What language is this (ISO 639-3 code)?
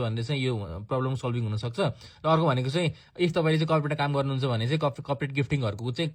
nep